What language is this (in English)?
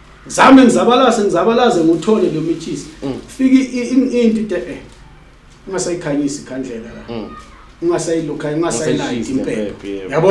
Zulu